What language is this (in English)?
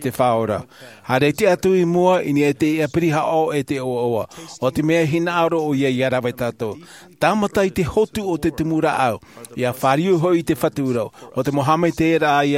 Tahitian